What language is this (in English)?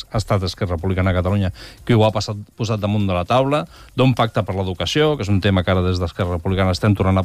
Catalan